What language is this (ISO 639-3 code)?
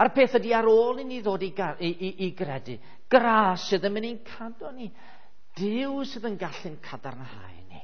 cym